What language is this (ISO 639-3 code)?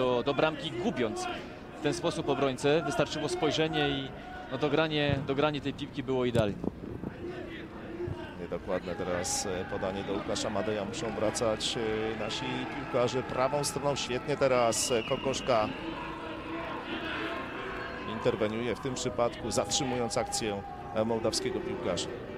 pol